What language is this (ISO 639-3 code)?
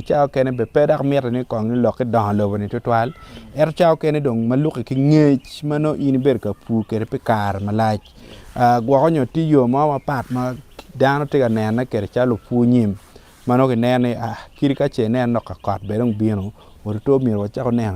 ach